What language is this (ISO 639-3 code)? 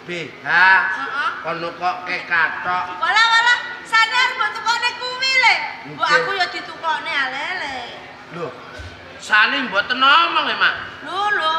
jav